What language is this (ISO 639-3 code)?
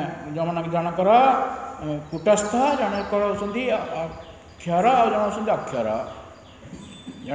ori